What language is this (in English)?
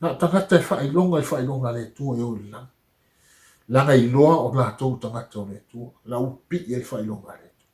Samoan